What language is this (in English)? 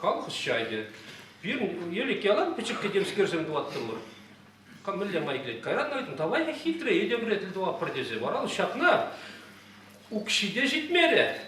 Chuvash